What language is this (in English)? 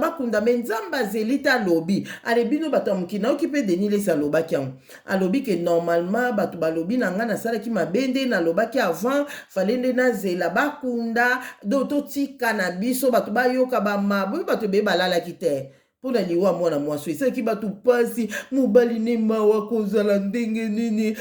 Lingala